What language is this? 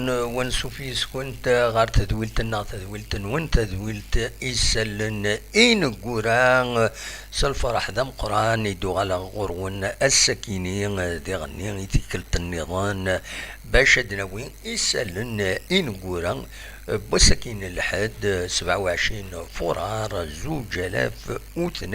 Kabyle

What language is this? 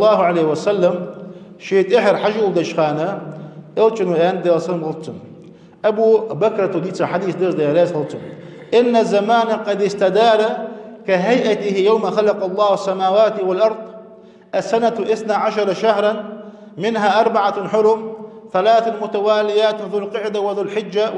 Ingush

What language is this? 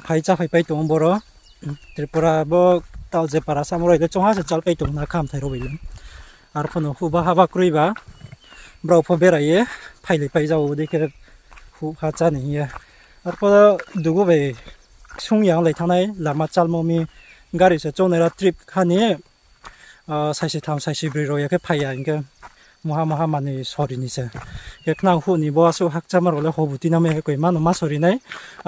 Riang (India)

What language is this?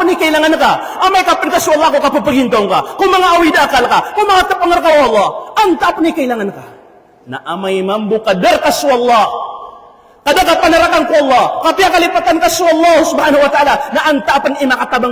Maranao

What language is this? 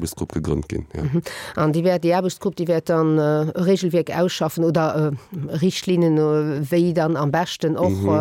Luxembourgish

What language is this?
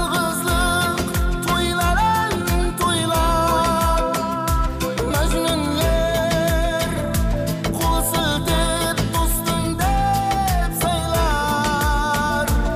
Kara-Kalpak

